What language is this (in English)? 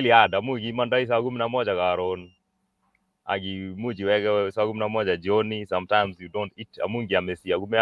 Kalenjin